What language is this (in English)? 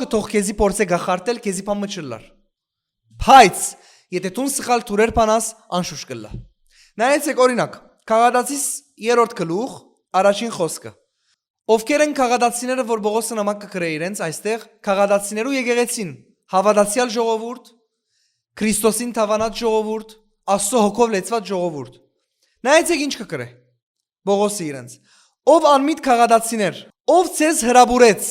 Western Armenian